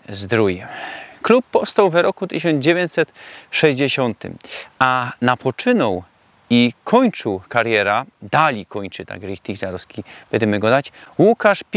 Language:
Silesian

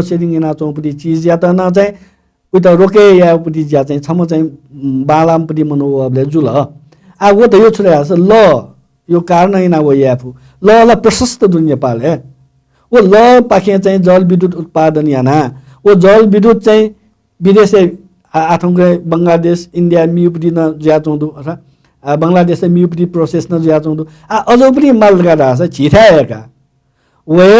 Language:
Newari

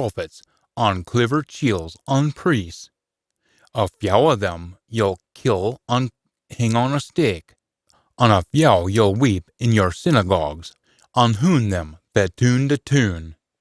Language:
Scots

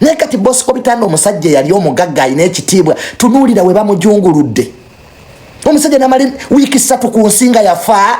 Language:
Ganda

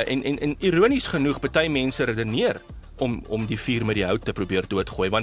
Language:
Afrikaans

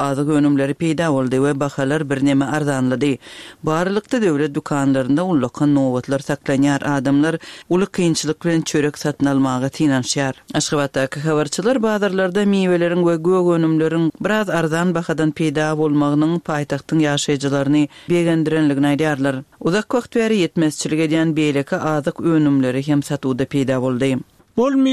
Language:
Turkmen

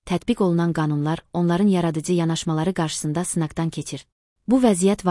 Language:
Azerbaijani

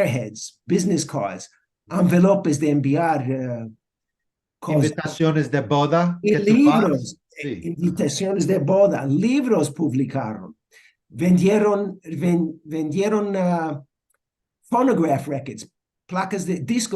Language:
Ladino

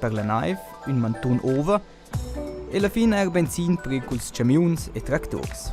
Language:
Romansh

